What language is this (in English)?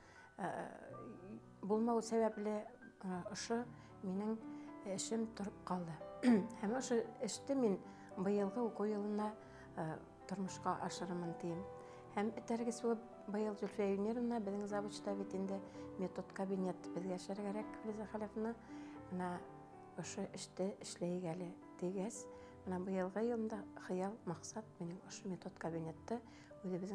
Bashkir